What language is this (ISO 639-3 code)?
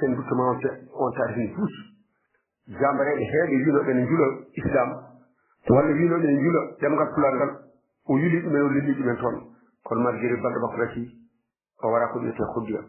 ful